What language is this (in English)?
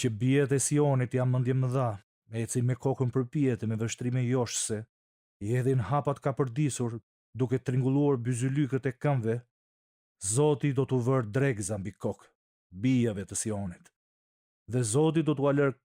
Albanian